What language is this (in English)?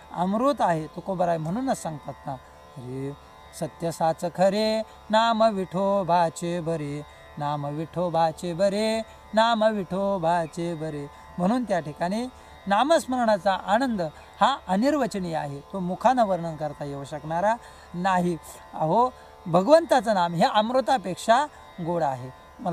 Marathi